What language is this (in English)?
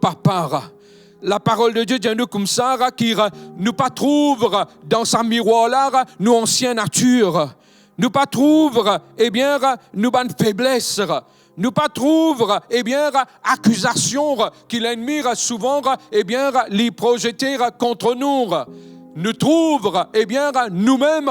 Morisyen